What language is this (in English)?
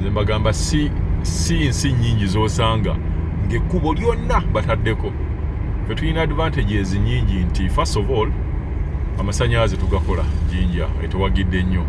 Ganda